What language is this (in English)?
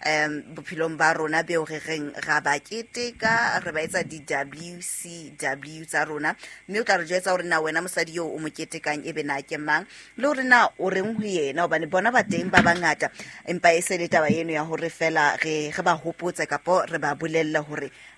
Southern Sotho